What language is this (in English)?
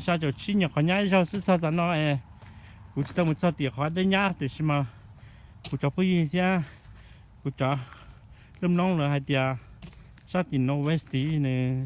Hmong